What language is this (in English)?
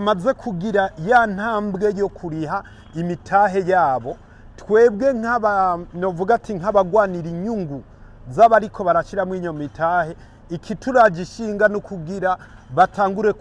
Rundi